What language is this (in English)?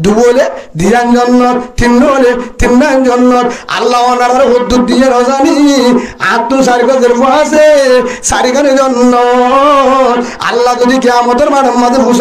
Rohingya